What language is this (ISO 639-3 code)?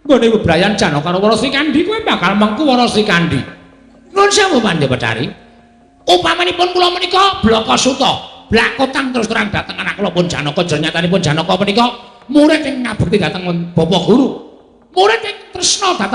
jav